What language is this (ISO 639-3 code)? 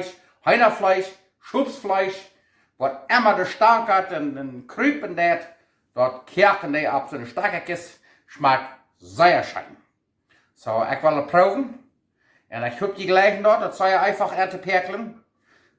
pdt